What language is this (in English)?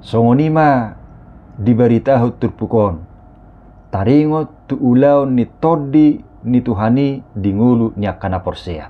Batak Toba